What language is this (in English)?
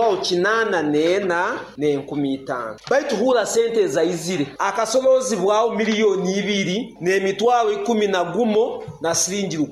Nyoro